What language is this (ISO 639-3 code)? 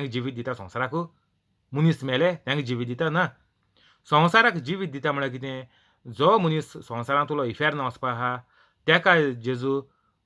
kok